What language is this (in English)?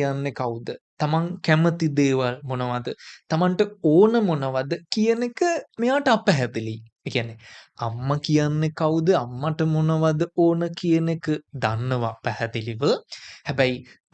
Sinhala